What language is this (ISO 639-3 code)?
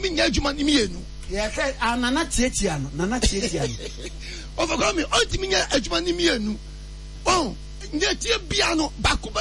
aka